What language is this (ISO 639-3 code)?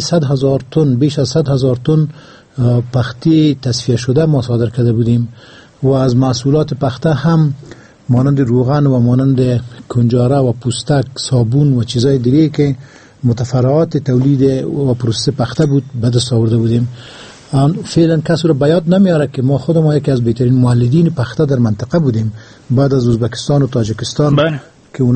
fas